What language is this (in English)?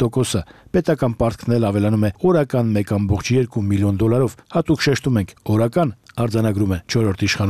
Armenian